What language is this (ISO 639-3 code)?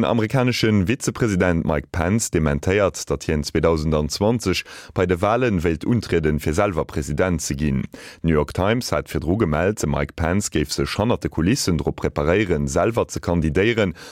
ltz